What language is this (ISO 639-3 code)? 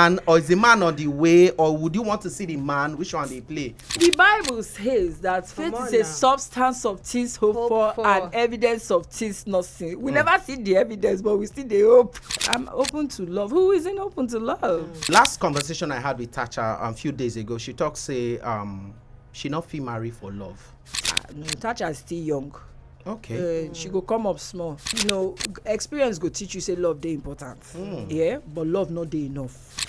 pcm